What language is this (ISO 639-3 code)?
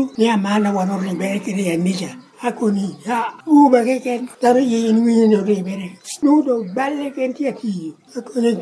laj